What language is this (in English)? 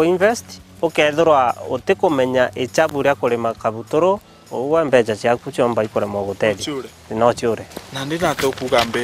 Meru